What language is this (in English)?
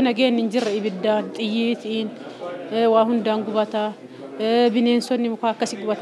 Oromo